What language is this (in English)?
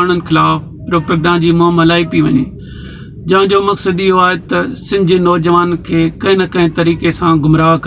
Sindhi